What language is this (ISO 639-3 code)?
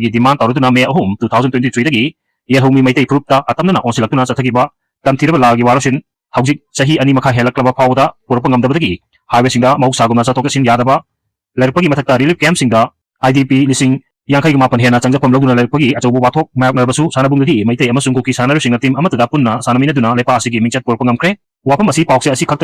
mni